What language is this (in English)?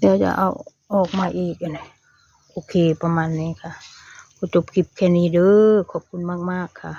Northeastern Thai